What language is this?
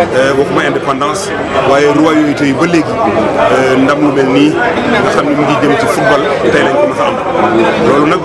Wolof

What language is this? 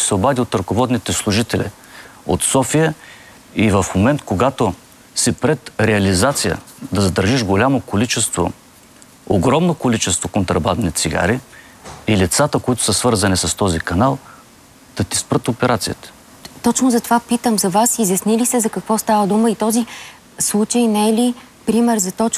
Bulgarian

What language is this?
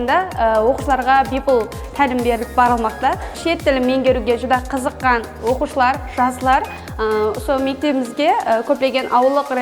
Kara-Kalpak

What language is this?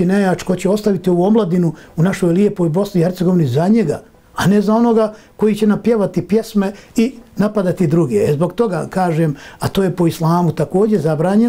Bosnian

